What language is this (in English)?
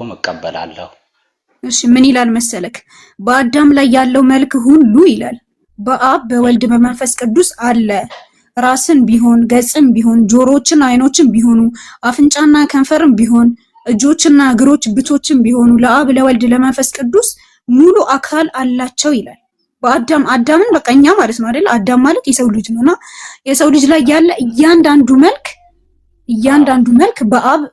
Amharic